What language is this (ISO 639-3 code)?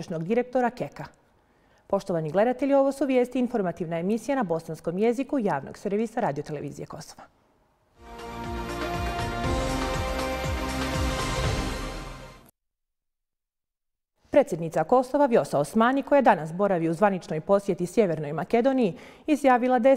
bos